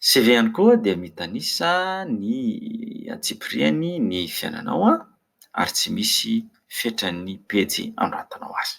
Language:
Malagasy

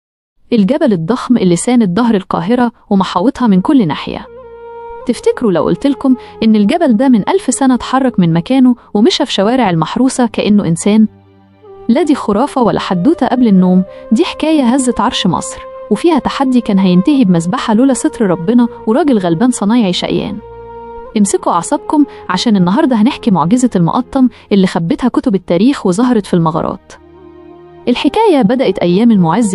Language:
Egyptian Arabic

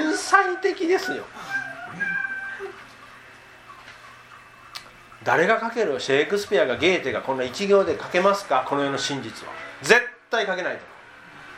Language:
Japanese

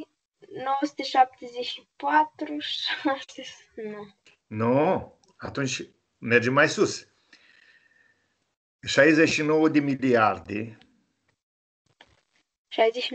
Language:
Romanian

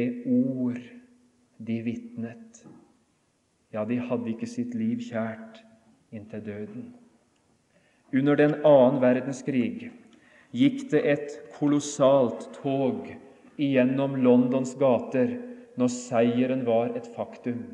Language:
Norwegian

